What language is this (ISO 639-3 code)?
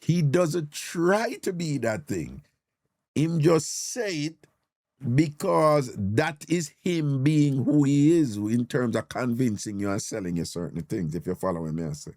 jam